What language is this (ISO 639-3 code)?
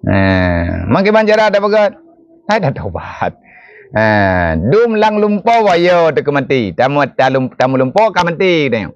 ace